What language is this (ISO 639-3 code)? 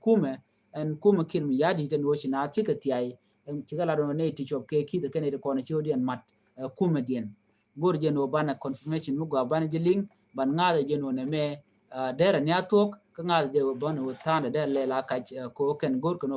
nus